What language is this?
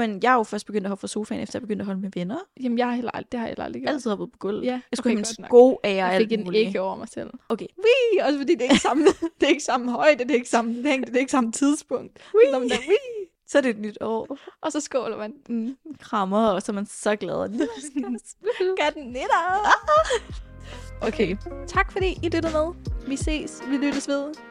Danish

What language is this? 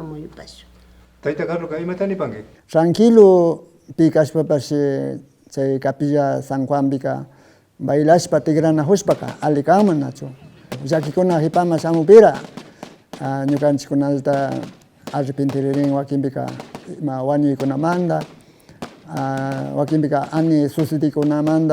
Imbabura Highland Quichua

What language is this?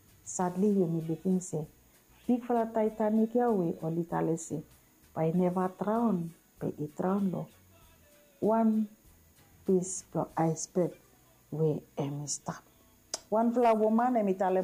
Bislama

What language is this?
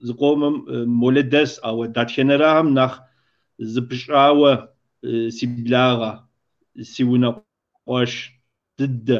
Kabardian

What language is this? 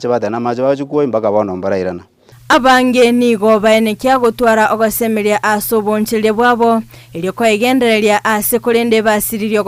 Gusii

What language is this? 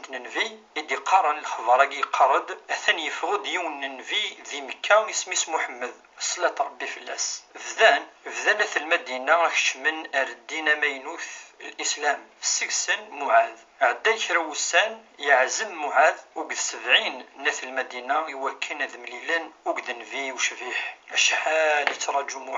Kabyle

